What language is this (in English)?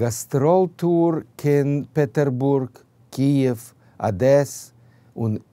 Yiddish